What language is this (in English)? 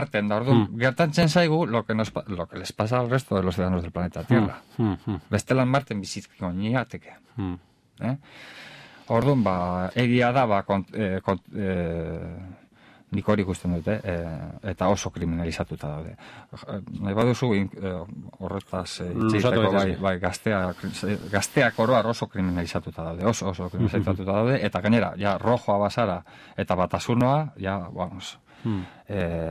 Basque